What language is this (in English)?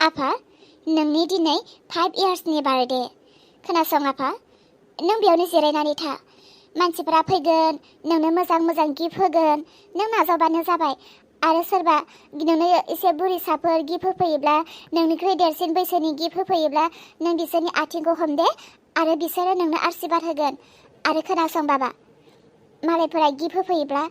Bodo